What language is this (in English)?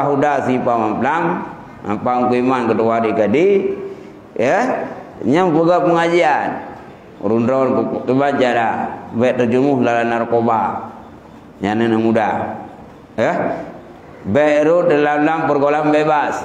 Achinese